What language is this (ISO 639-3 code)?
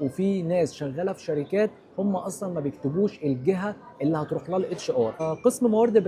arz